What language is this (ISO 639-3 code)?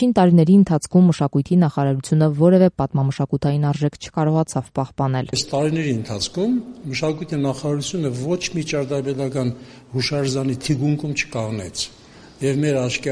hye